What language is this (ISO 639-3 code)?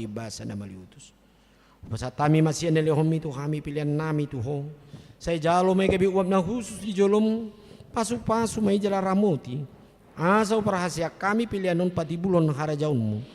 bbc